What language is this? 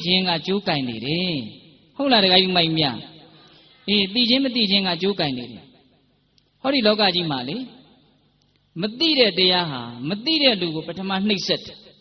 Burmese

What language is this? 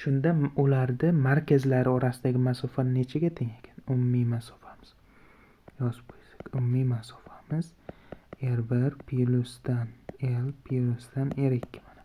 Uzbek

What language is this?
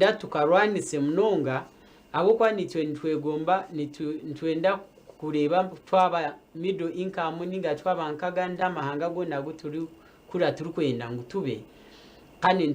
Nyankole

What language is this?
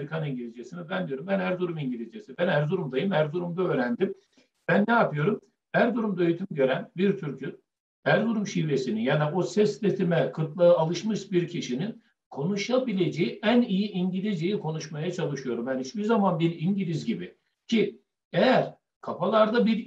Turkish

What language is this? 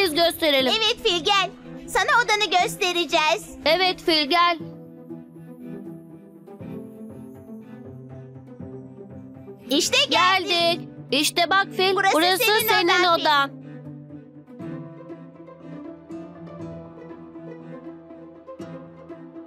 Turkish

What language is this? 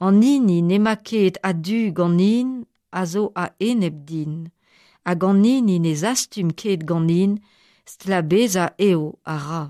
Breton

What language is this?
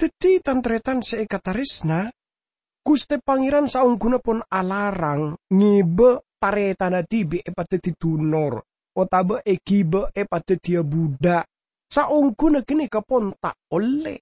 Madurese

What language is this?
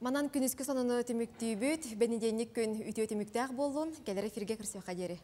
Yakut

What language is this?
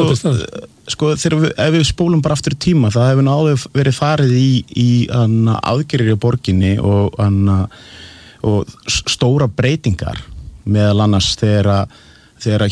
Icelandic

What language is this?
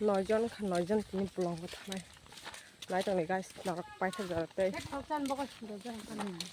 Kok Borok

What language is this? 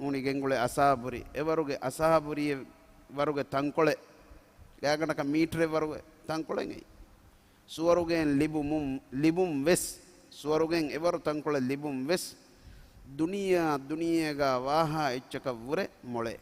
Divehi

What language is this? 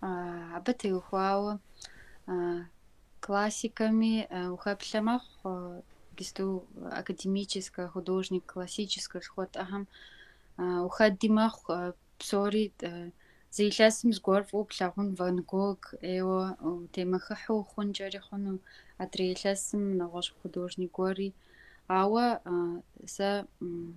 Kabardian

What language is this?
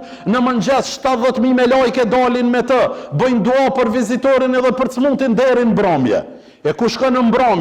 Albanian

